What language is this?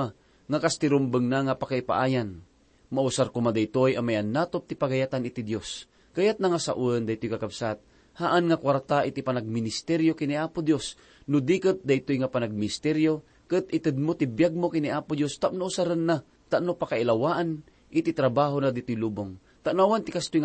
Iloko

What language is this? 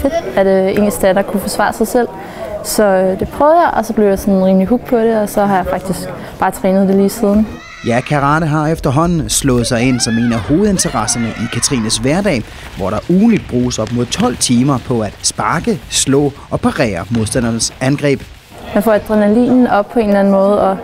Danish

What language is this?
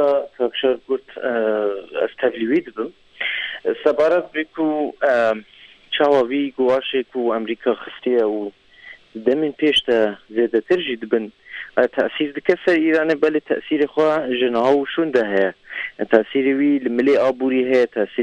Kurdish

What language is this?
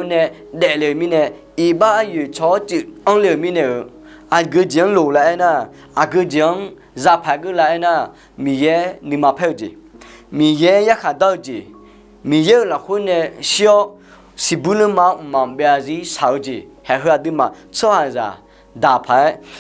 Akha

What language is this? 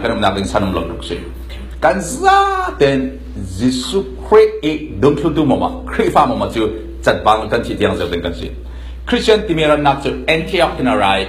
Falam Chin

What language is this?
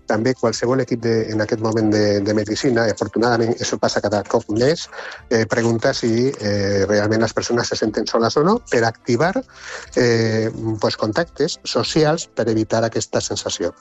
Catalan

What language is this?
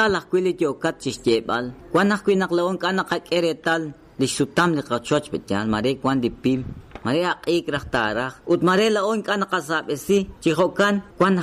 Kekchí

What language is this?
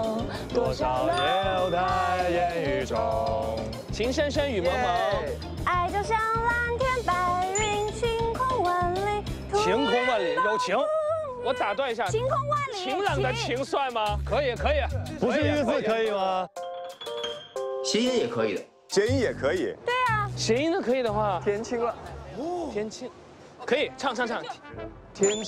Chinese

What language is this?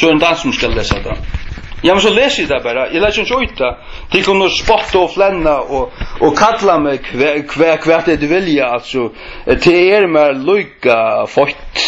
Faroese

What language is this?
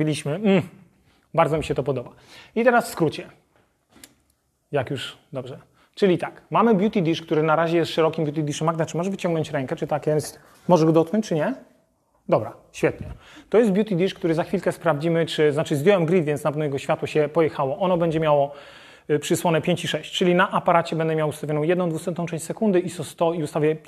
Polish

